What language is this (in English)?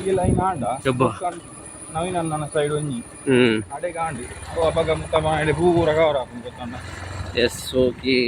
Tulu